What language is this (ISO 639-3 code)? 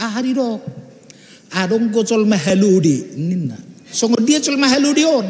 bbc